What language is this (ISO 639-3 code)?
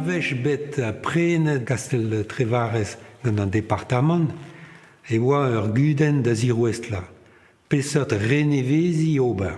bre